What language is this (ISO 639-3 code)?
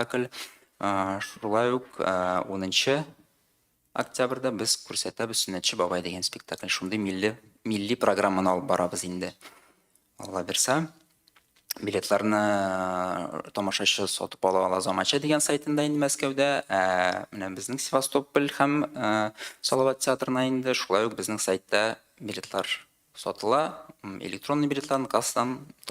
tat